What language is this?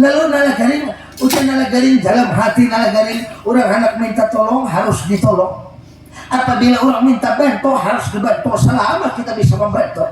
Banjar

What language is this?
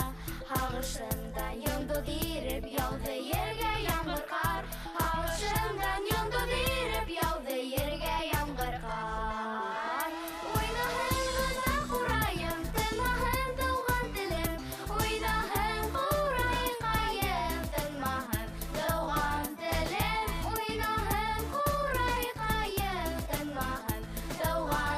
Bashkir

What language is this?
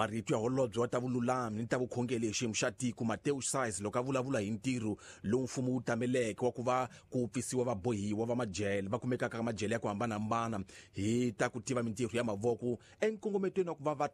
Tsonga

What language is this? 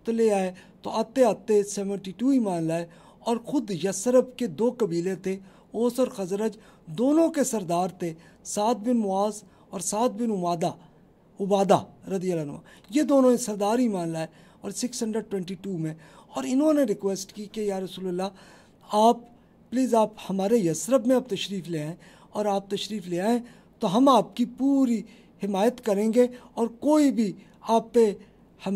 Urdu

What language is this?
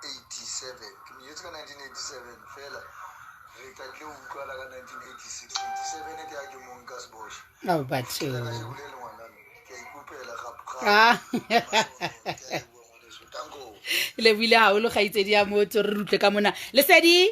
Southern Sotho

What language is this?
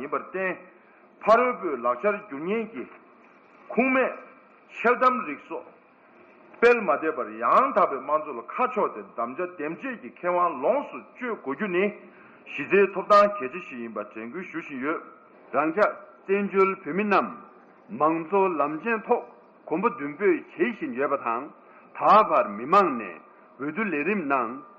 Tibetan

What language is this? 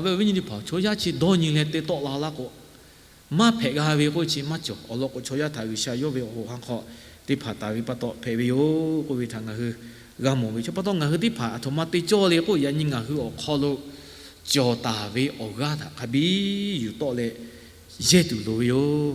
Lahu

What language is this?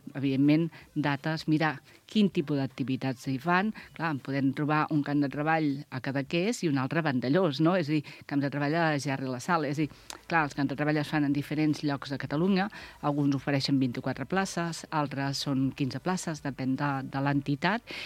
Catalan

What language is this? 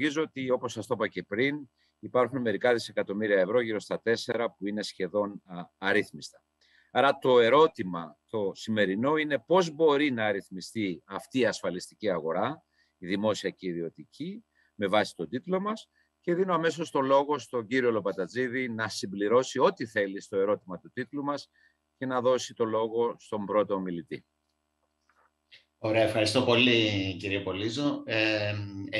Greek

